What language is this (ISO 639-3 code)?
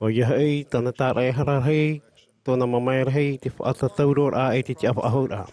tah